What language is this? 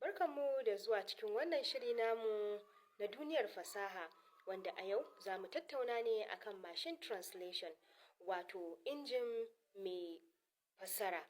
Hausa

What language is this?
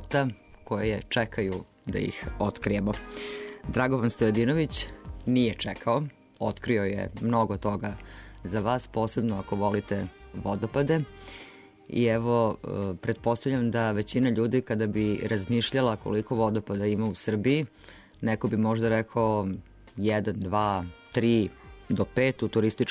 Serbian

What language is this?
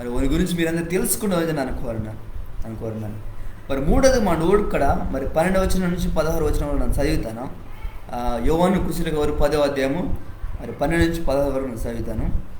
Koya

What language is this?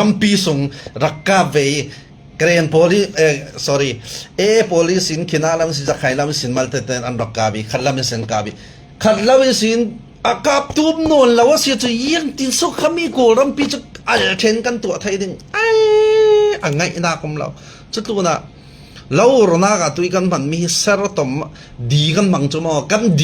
Falam Chin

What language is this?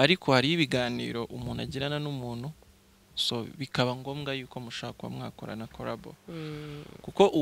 Kinyarwanda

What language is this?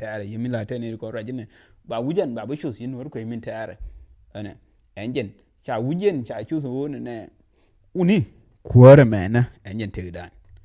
Nuer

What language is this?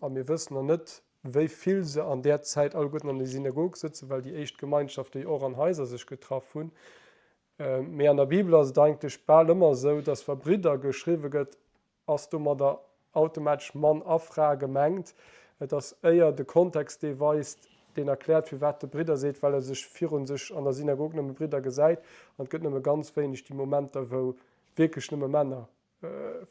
Luxembourgish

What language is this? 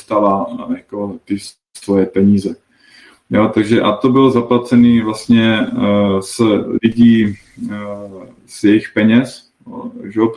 Czech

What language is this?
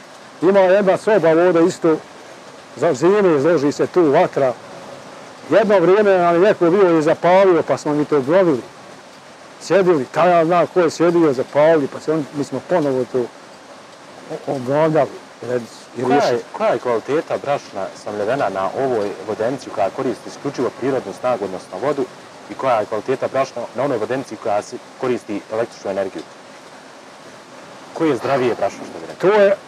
Bosnian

